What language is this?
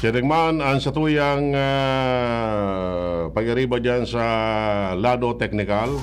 Bikol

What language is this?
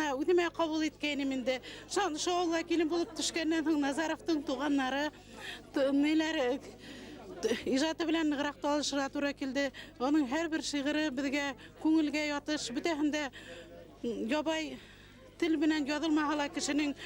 Bashkir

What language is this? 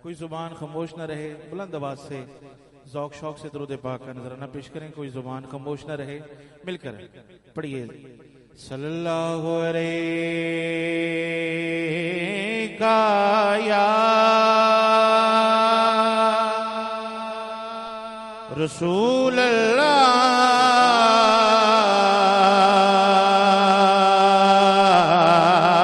Urdu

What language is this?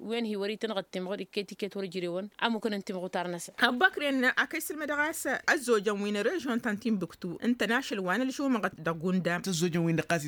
Tamasheq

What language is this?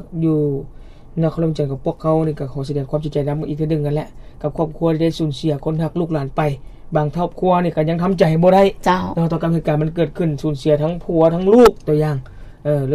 Lao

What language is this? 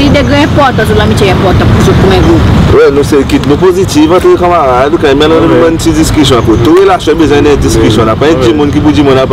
Seselwa Creole French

